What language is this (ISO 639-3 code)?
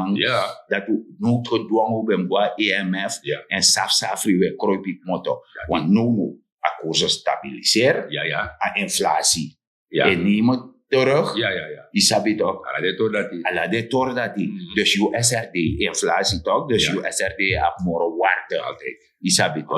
srn